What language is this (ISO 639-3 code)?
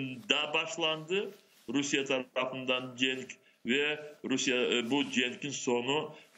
crh